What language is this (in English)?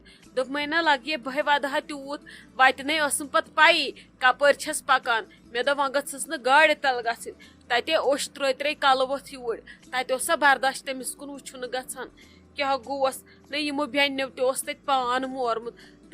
Kashmiri